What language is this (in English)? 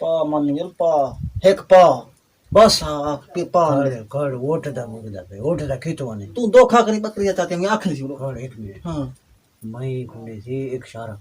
Saraiki